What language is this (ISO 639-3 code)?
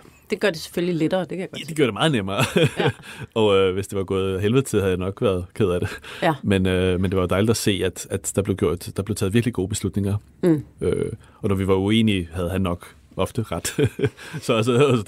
dan